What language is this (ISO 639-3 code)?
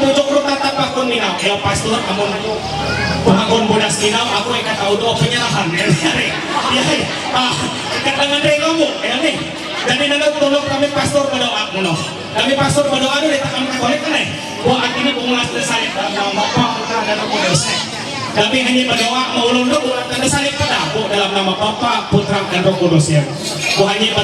mhy